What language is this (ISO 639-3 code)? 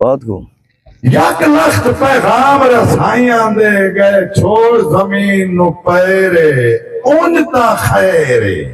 skr